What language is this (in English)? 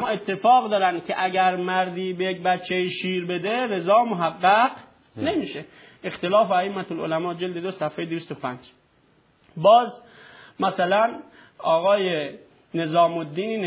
Persian